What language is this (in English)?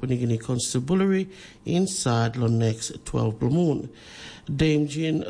Tok Pisin